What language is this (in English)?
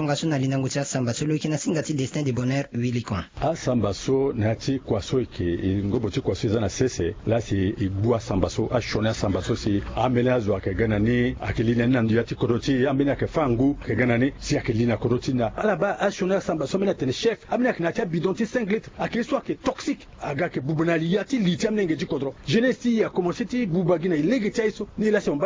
Sango